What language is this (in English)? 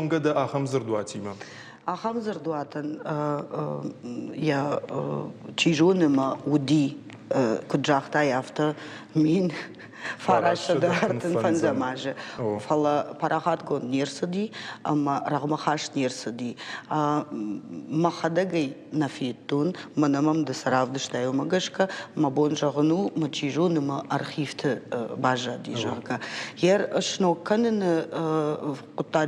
Ossetic